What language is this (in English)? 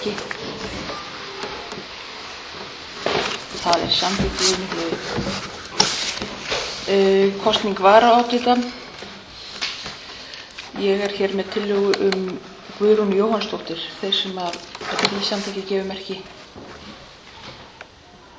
Icelandic